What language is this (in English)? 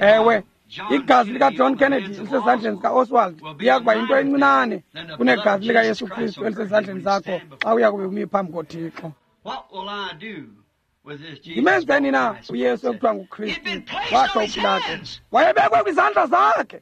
Xhosa